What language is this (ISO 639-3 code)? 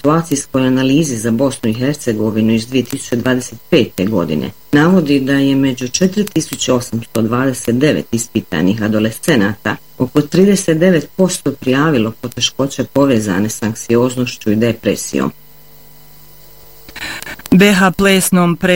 bos